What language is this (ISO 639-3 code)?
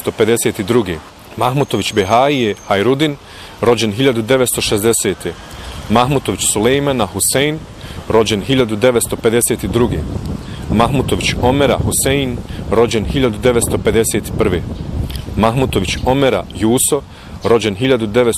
bos